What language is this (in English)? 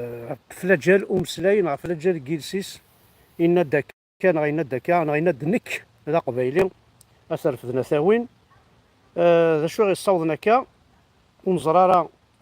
Kabyle